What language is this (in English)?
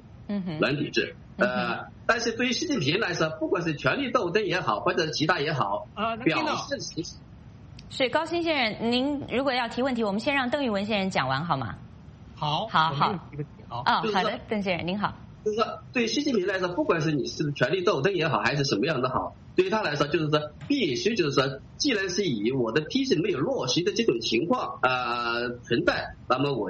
Chinese